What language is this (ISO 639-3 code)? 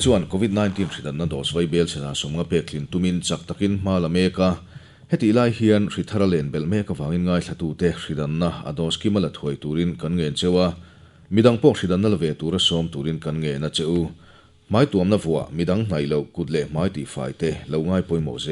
lus